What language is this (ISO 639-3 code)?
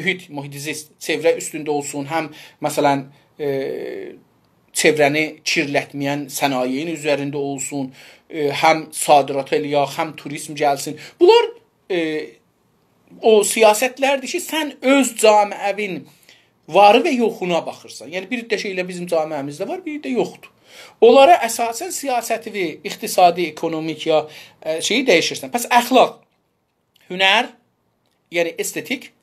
azb